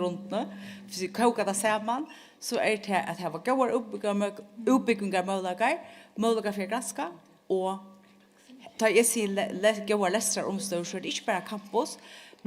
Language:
Faroese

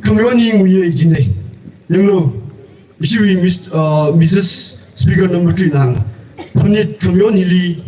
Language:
Tangkhul Naga (India)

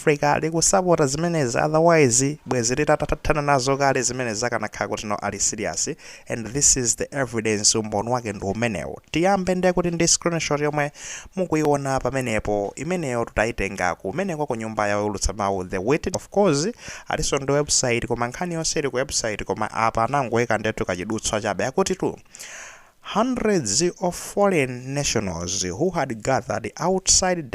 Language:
Nyanja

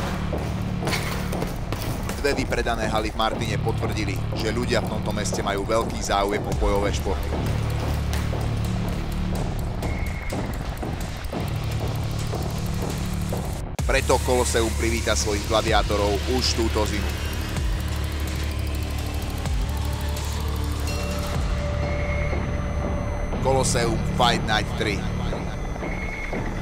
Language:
Slovak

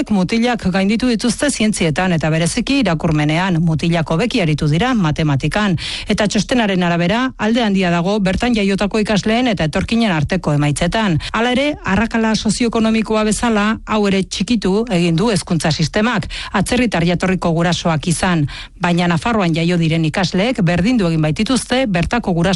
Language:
Basque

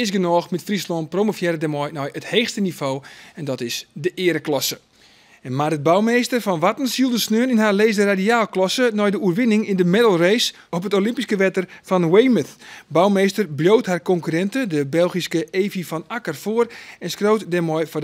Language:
Western Frisian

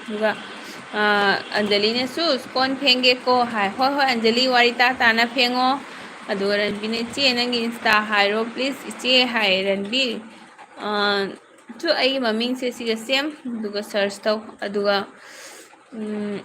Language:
Manipuri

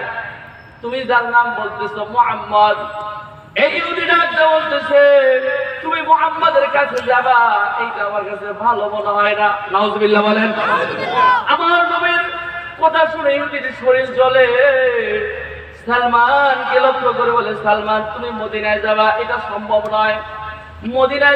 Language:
Bangla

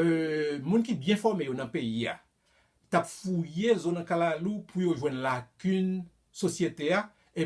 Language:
Haitian Creole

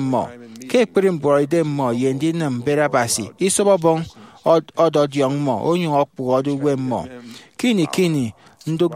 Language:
Efik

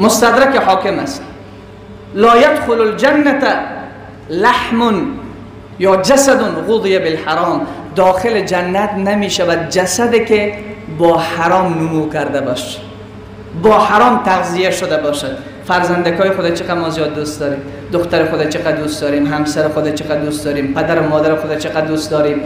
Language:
Persian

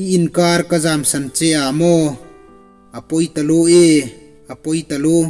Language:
Hmar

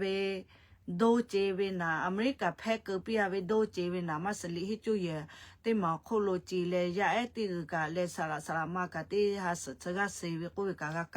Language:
Lahu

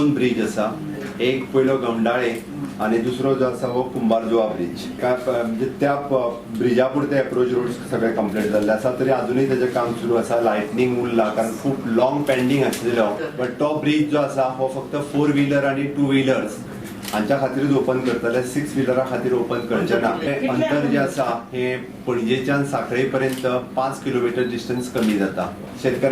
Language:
Konkani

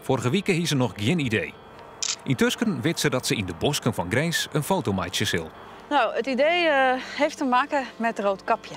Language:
Western Frisian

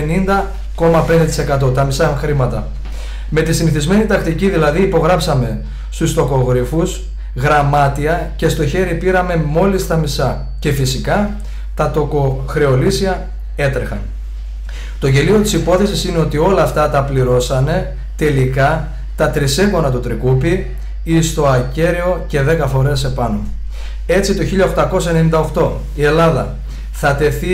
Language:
Greek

